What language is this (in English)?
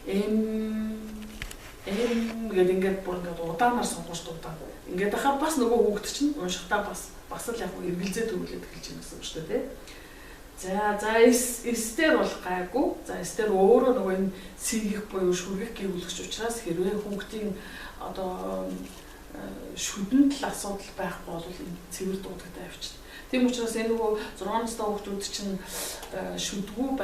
Mongolian